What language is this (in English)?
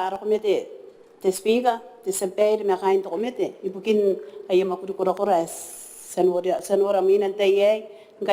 Gilbertese